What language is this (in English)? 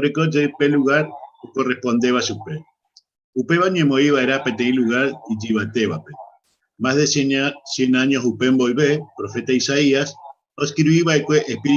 Guarani